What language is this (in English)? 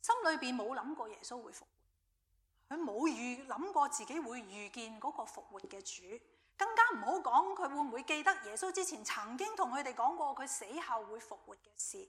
Cantonese